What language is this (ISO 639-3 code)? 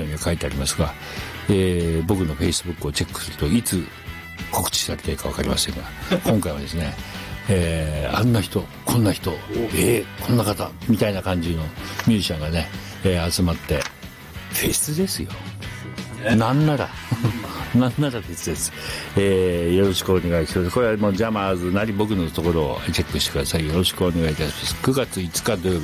jpn